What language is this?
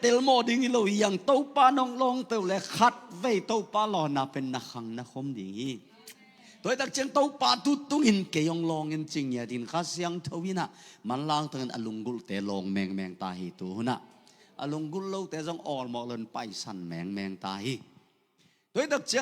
Tedim Chin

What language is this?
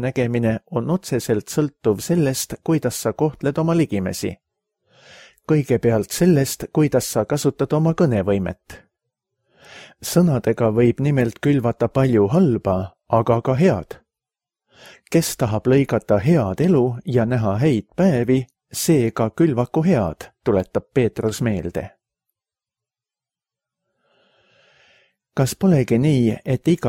Estonian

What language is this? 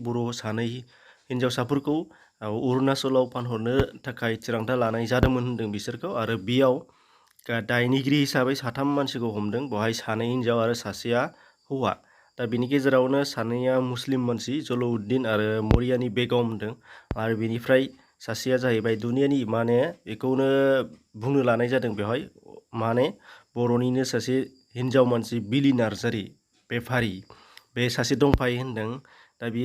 Bodo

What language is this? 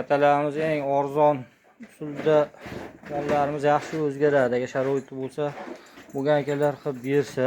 Uzbek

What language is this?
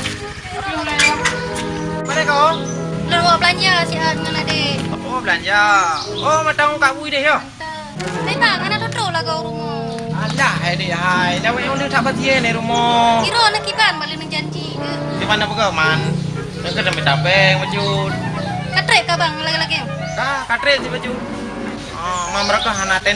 Achinese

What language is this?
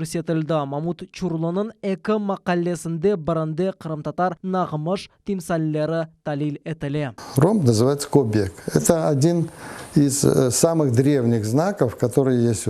Crimean Tatar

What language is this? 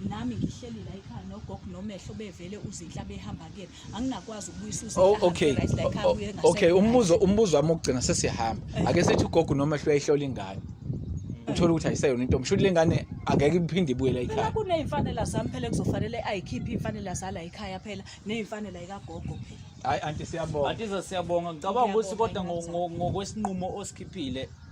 Zulu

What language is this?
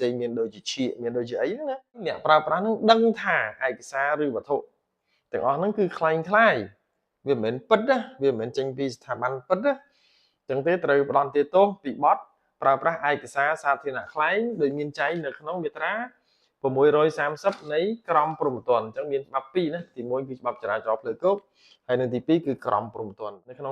Khmer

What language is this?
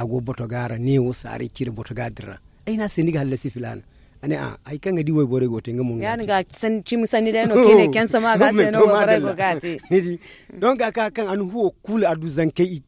Zarma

